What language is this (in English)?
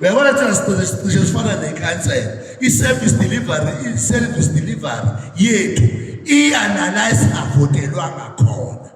Zulu